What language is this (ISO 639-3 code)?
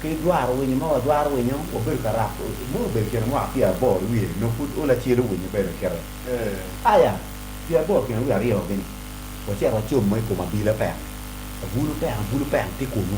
ach